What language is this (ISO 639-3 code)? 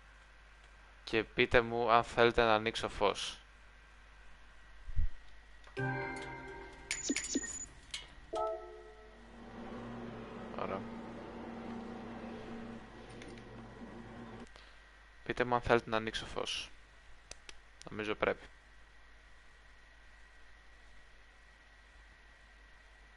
ell